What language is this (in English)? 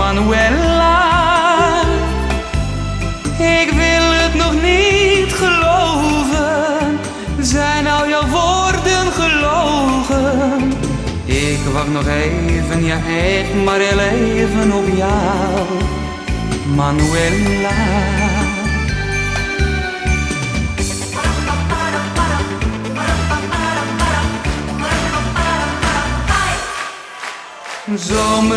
Dutch